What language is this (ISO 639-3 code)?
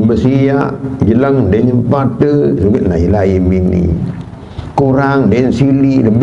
sas